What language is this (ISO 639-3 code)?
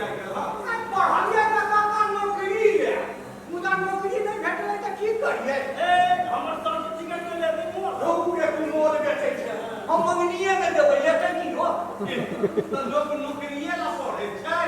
mai